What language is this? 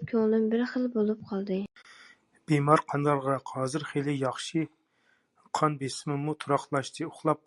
Uyghur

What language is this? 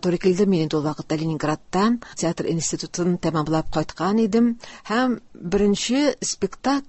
Tatar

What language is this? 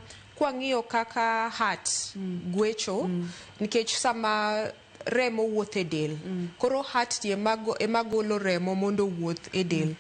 Luo (Kenya and Tanzania)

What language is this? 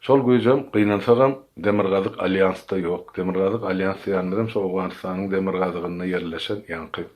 Turkmen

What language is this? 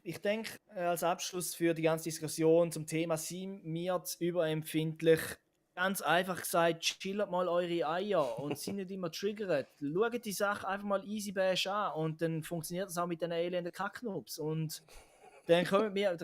Swiss German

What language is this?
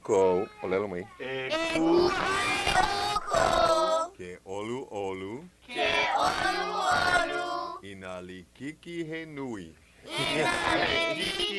Hawaiian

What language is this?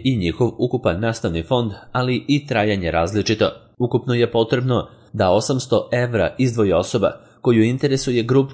Serbian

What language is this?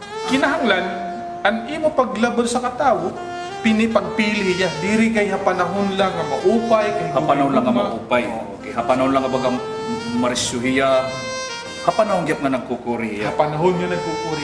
Waray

